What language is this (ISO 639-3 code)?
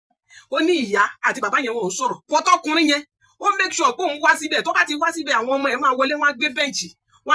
yor